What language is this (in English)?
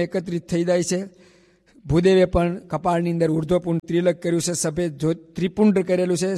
Gujarati